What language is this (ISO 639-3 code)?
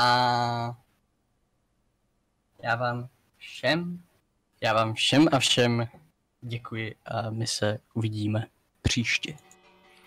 ces